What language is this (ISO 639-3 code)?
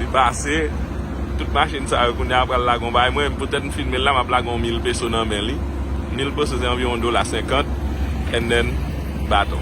hat